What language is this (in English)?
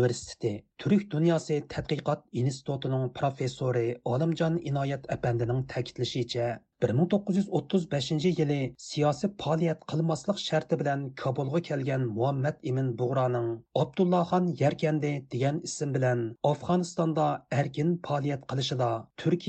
Uyghur